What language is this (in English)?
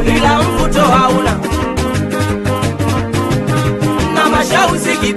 Swahili